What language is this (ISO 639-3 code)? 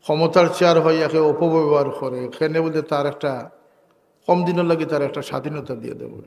syl